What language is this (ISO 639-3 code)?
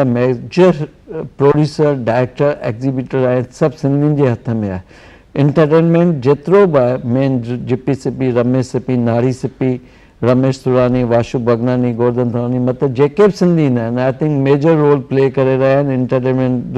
snd